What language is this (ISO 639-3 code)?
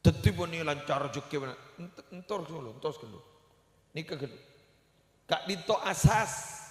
mad